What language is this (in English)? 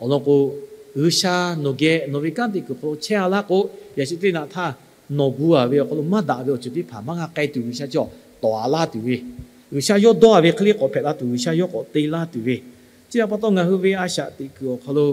Lahu